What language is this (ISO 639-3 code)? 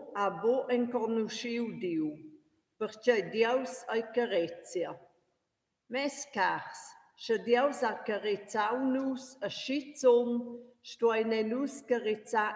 roh